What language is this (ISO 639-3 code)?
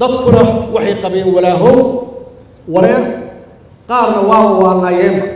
som